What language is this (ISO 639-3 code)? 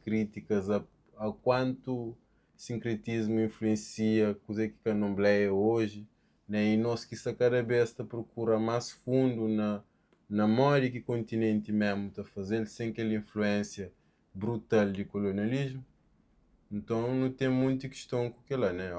kea